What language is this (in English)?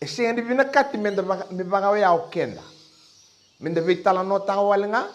Fijian